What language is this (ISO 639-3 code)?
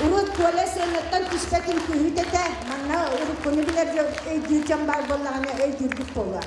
sah